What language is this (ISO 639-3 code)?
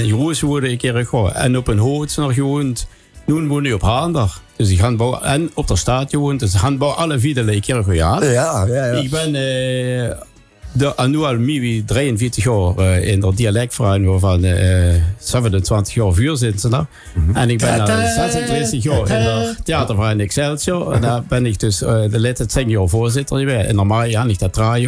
lim